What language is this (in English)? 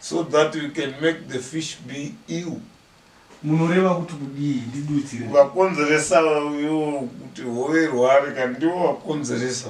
Shona